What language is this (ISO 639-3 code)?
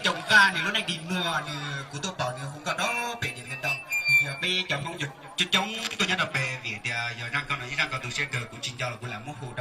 hmn